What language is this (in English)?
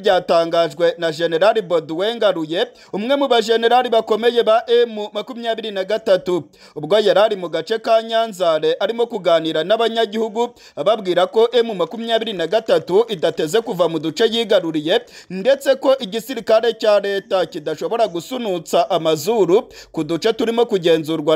Kinyarwanda